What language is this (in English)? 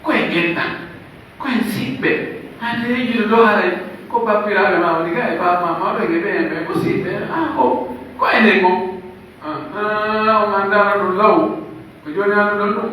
Pular